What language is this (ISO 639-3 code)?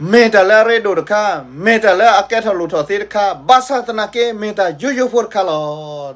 ksw